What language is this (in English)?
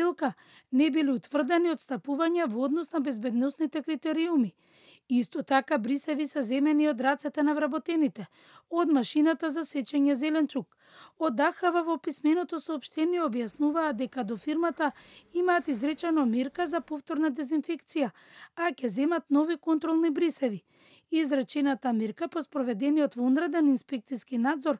Macedonian